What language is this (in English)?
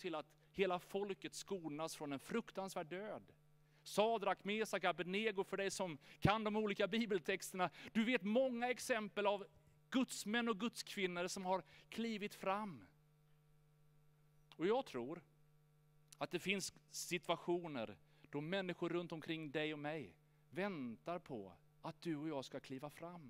Swedish